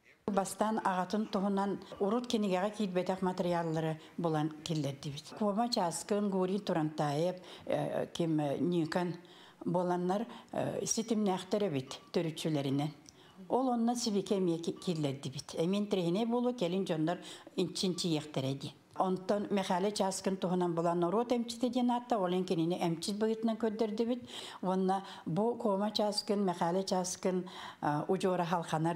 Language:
Yakut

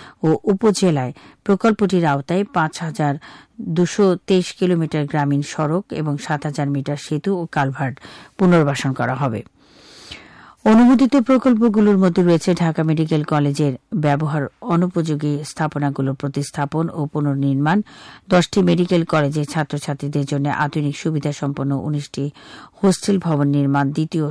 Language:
Bangla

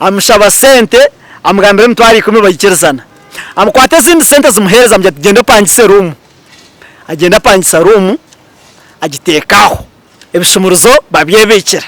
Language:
Nyankole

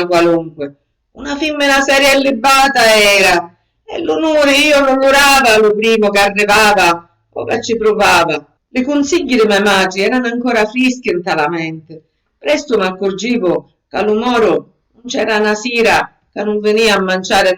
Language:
Sicilian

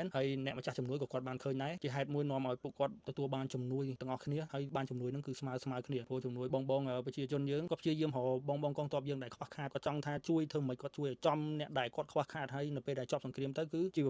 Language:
Khmer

